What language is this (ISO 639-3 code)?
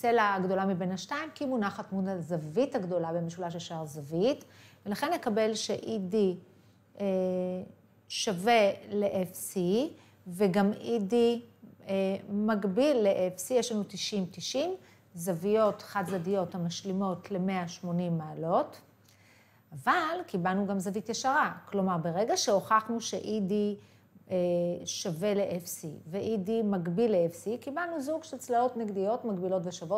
heb